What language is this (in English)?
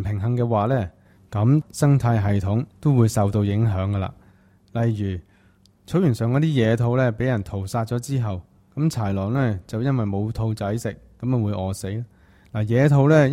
Cantonese